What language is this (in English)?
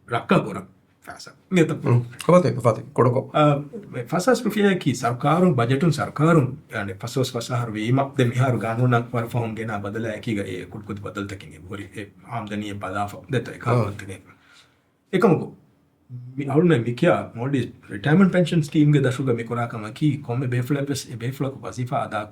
Divehi